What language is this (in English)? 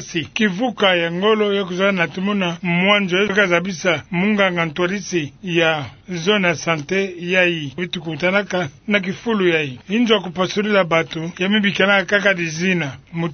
Kituba (Democratic Republic of Congo)